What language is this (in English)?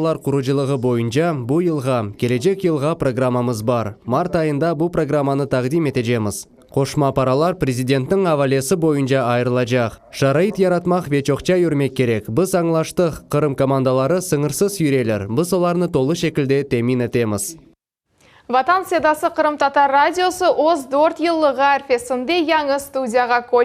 Crimean Tatar